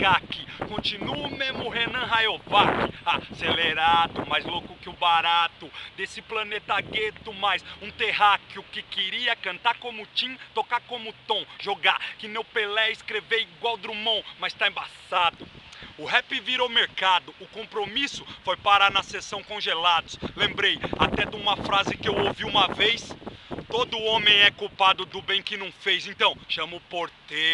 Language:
Portuguese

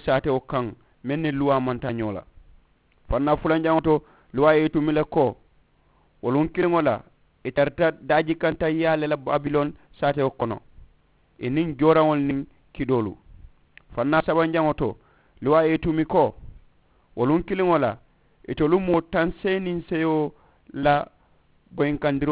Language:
Mandingo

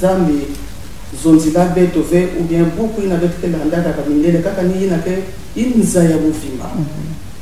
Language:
Kituba (Congo)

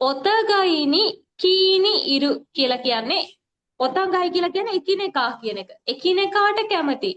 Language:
Sinhala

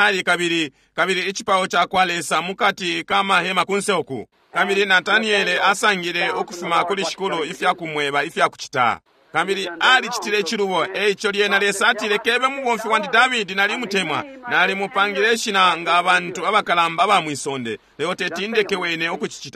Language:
Bemba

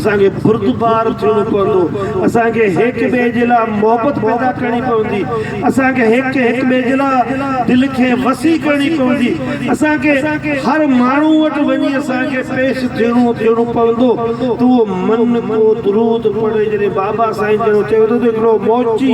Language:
Sindhi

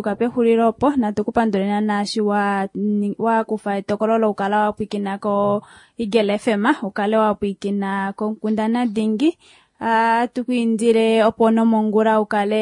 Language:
Kuanyama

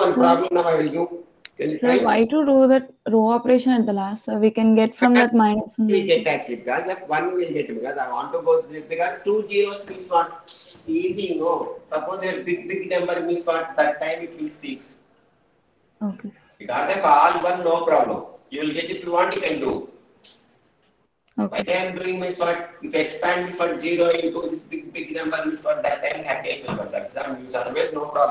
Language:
English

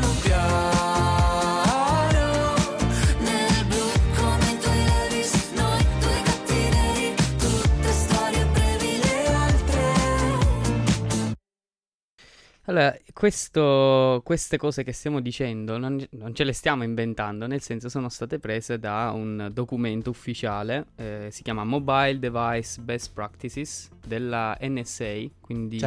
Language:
Italian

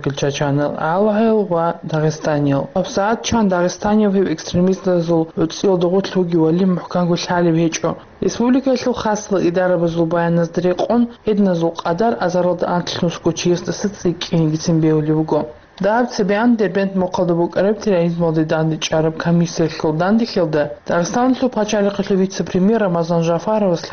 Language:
Avaric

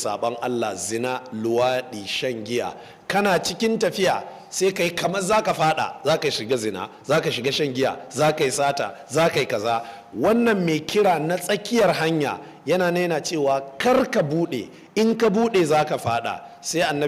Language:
Hausa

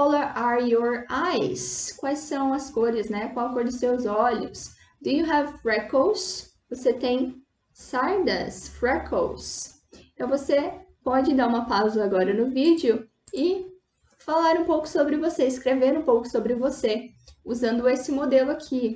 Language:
Portuguese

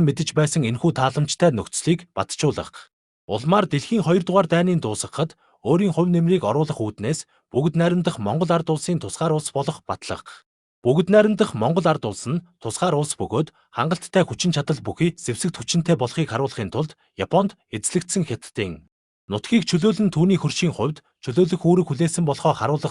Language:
Mongolian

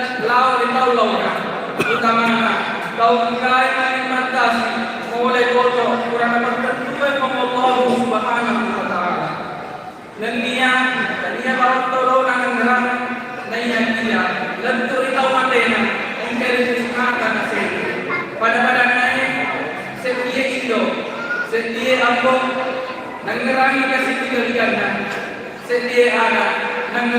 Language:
Buginese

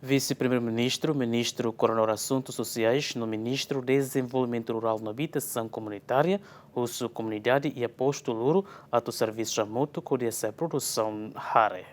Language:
Tetum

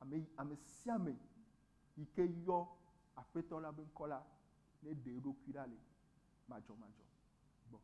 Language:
Ewe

